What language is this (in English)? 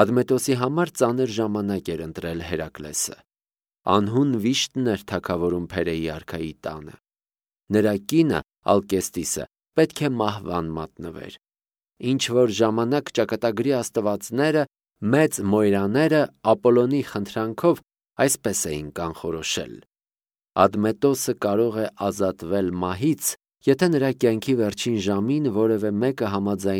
Armenian